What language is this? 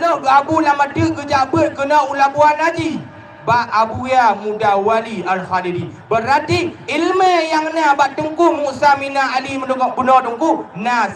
Achinese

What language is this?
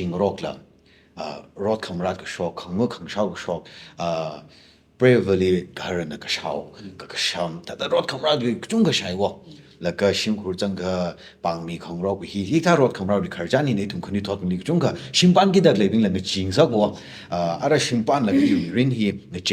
Tangkhul Naga (India)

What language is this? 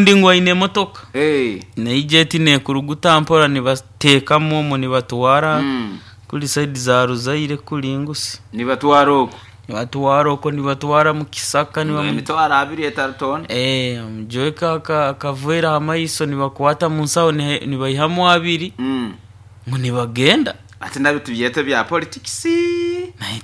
Nyankole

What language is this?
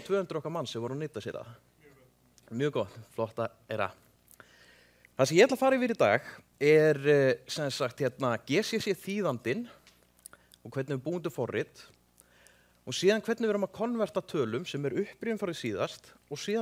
Icelandic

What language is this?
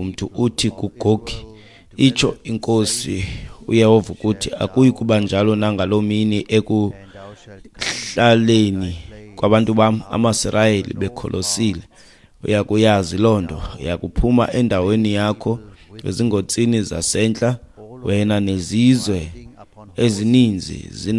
Xhosa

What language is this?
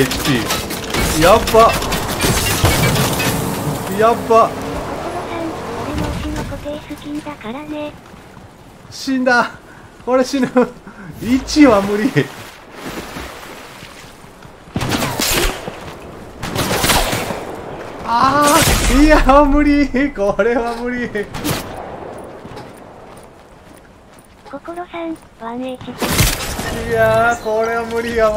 Japanese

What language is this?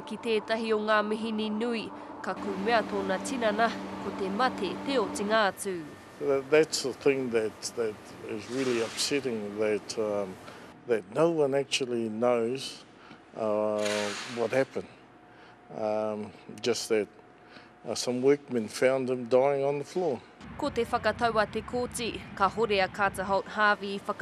Māori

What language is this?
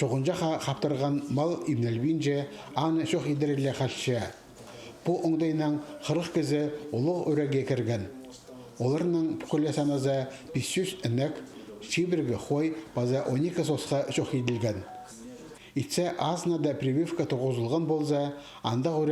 Khakas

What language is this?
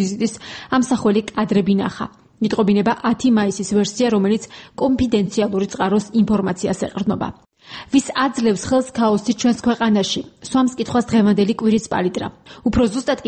Georgian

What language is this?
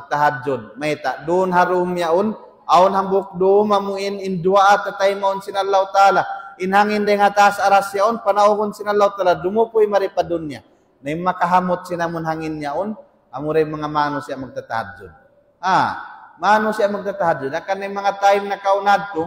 Tausug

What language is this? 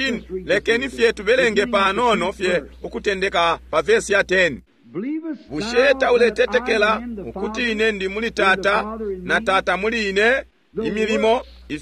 Bemba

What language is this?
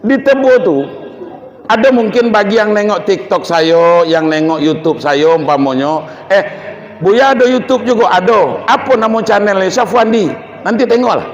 Minangkabau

